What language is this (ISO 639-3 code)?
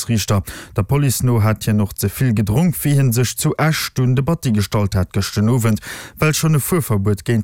ltz